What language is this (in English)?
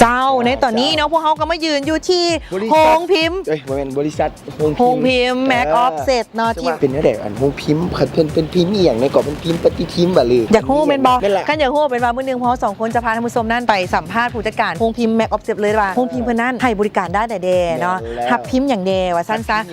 Lao